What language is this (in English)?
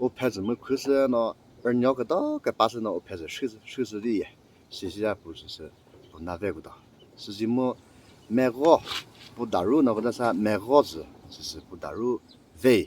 Chokri Naga